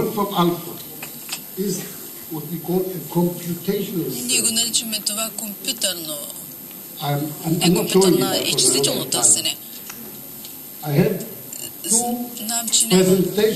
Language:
Bulgarian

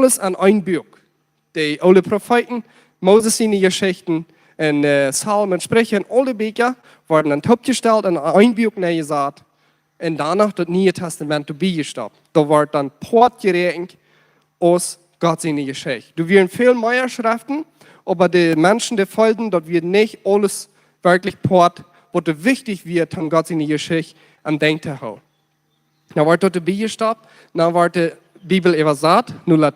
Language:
Plautdietsch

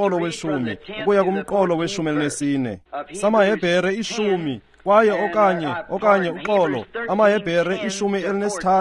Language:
Xhosa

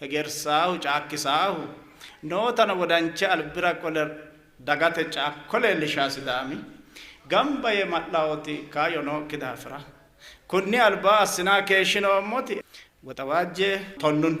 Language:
Sidamo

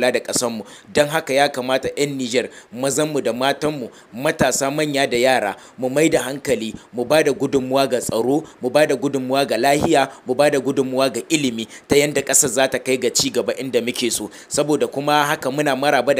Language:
Hausa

